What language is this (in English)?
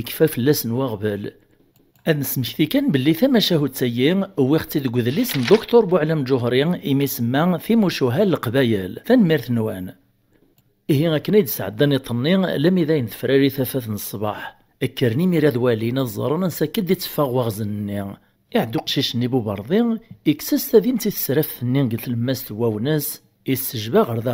Kabyle